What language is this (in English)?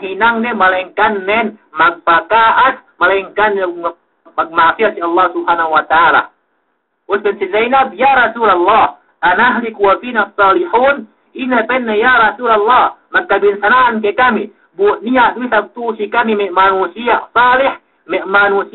Yakan